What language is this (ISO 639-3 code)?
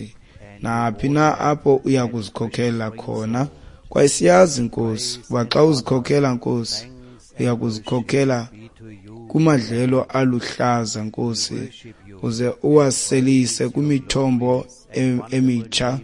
xho